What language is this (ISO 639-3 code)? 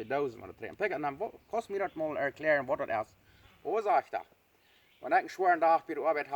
pdt